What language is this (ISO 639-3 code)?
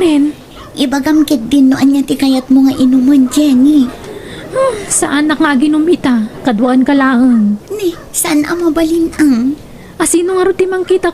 ilo